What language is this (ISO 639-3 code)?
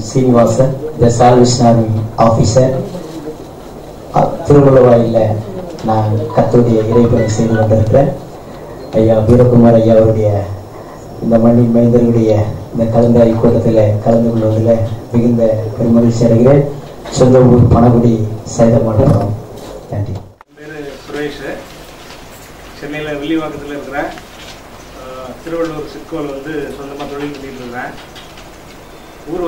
tam